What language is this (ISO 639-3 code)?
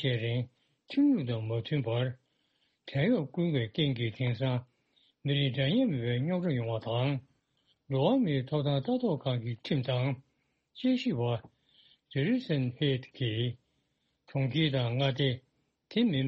bod